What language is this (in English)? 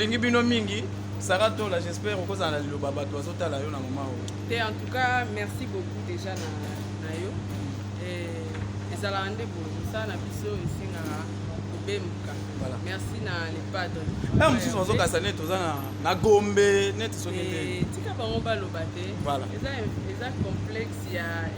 Lingala